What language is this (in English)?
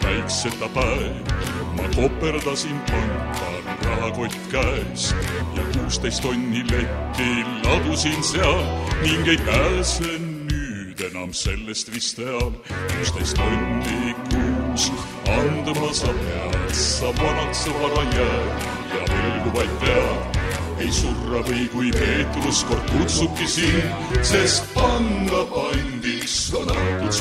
Estonian